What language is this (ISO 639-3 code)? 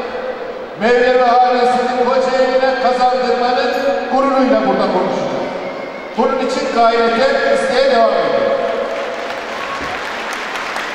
tur